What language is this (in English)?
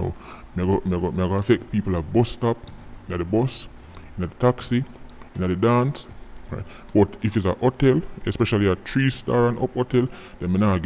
Jamaican Creole English